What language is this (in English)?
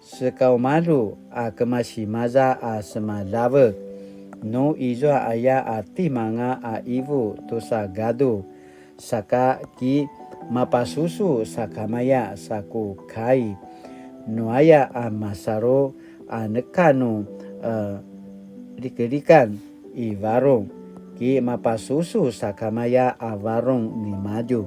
Paiwan